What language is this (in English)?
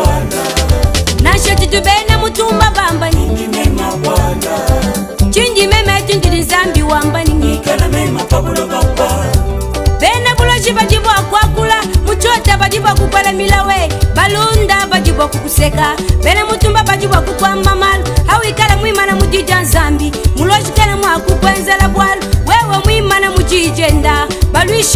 Luba-Lulua